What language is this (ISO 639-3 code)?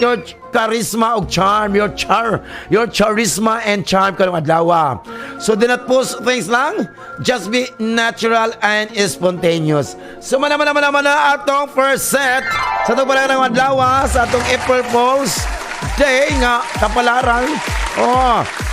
ceb